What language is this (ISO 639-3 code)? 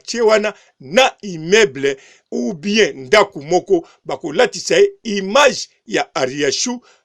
lin